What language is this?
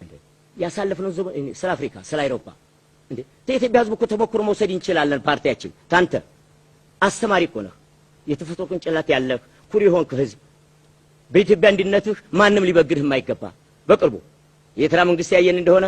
Amharic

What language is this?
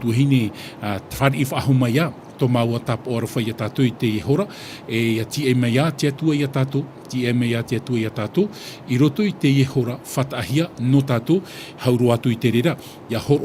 Tahitian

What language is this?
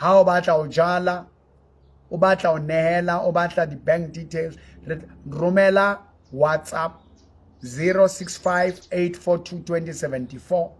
Southern Sotho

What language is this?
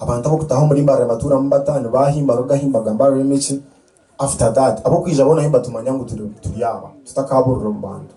Nyankole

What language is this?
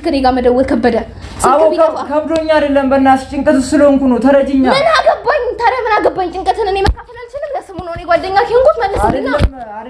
Amharic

